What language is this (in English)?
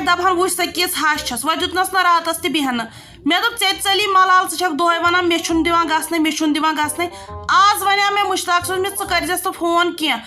Kashmiri